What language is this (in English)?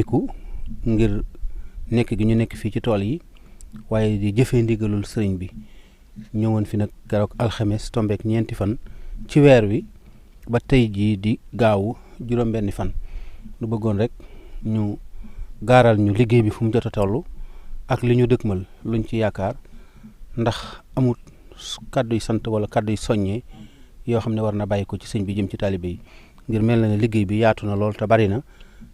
Wolof